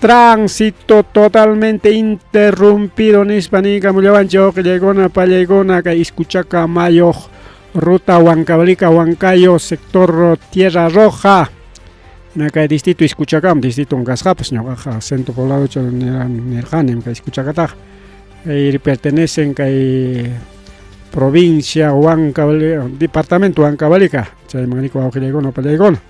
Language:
Ayacucho Quechua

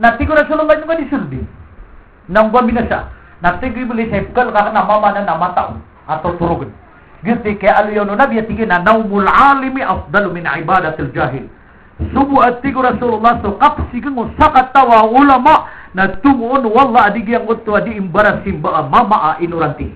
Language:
Maranao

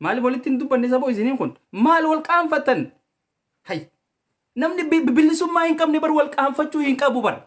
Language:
Oromo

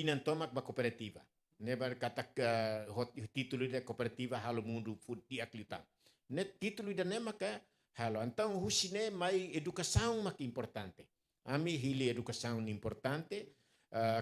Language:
Tetum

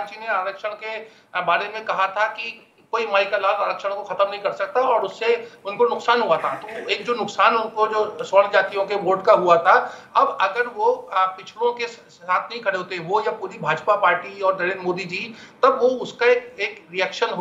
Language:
Hindi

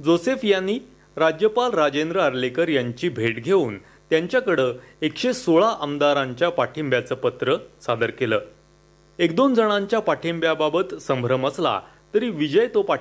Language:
Marathi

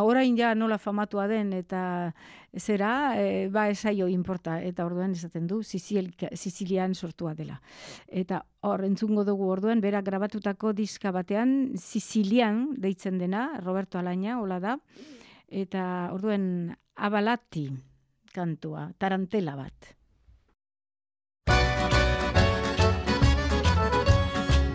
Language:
Basque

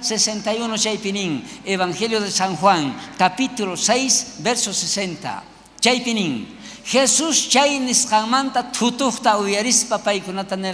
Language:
South Bolivian Quechua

